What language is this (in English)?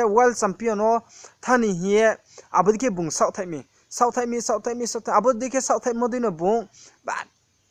Riang (India)